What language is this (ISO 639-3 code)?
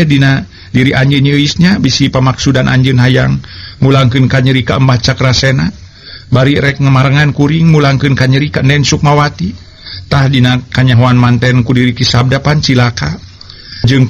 sun